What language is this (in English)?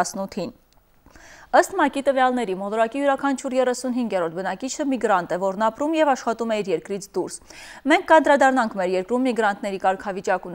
Armenian